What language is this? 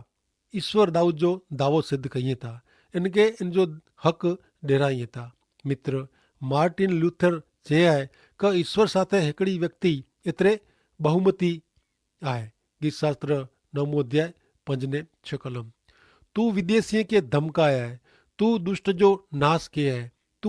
Kachhi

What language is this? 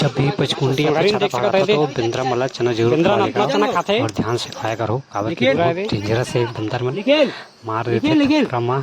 Chhattisgarhi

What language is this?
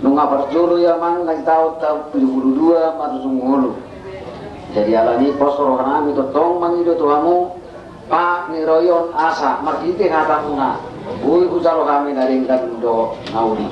Batak Toba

